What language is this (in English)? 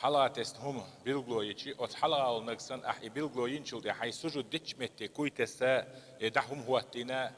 Chechen